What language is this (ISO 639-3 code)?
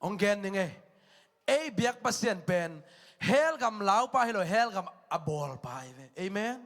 ctd